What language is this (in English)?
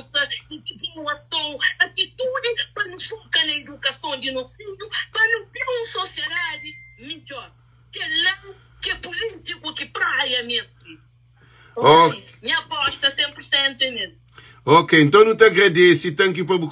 Kabuverdianu